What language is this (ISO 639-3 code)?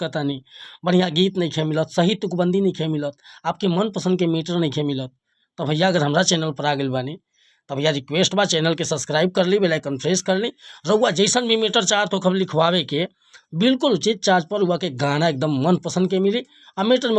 bho